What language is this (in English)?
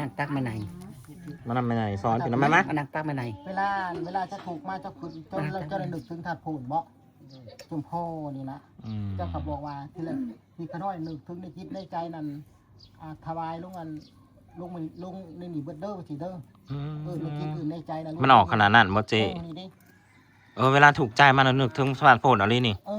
Northeastern Thai